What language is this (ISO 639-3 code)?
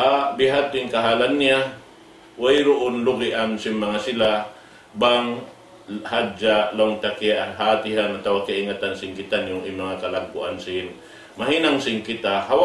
tsg